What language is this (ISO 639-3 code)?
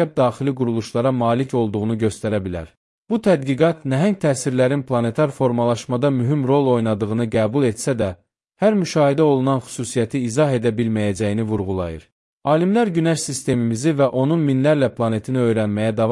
aze